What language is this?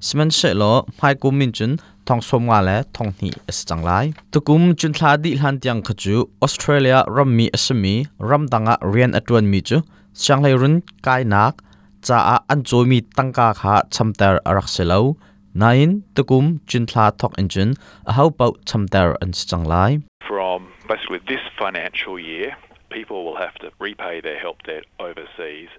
Hakha Chin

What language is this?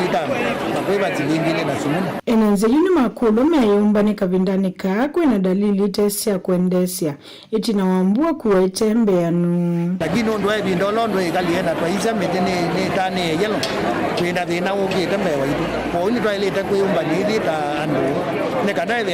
Kamba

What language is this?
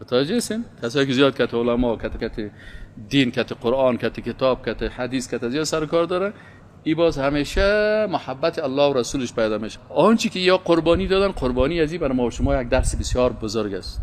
Persian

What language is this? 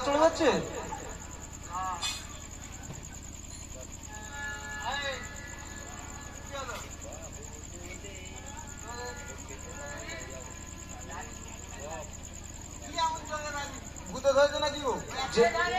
Bangla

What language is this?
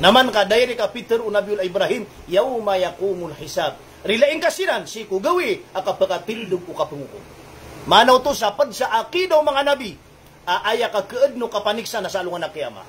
Maranao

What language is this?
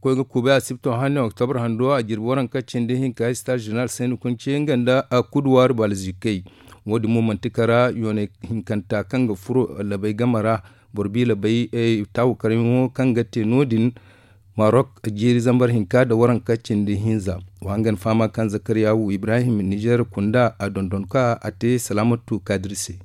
Zarma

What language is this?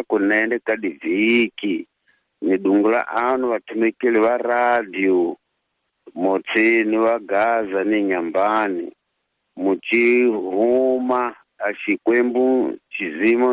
Tsonga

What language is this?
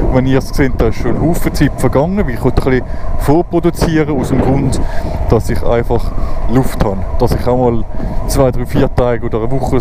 Swiss German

